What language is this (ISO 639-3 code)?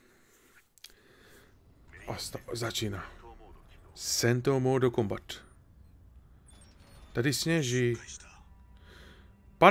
slk